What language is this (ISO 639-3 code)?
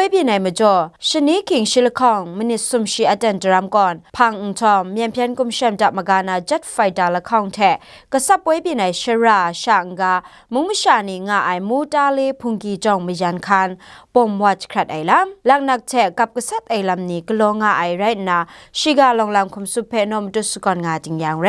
kac